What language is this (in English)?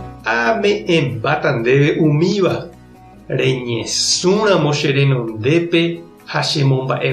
Guarani